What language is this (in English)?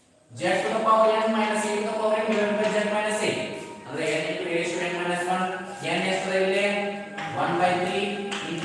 Kannada